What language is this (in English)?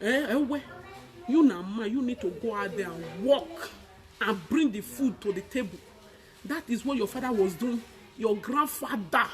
Nigerian Pidgin